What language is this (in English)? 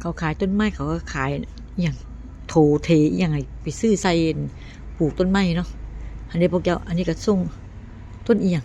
Northeastern Thai